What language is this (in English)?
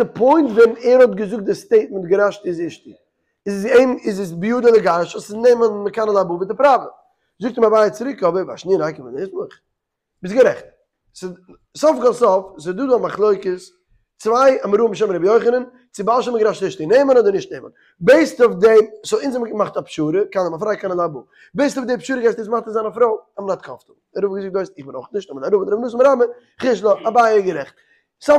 Yiddish